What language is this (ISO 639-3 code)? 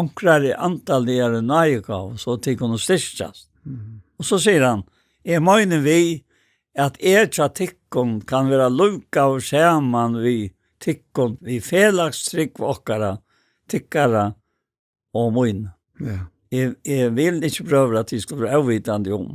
fao